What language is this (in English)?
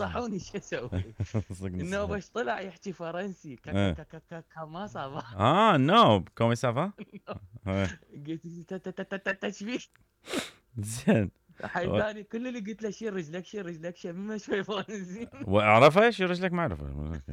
Mesopotamian Arabic